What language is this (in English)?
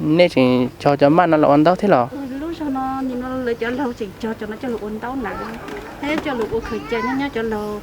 Hmong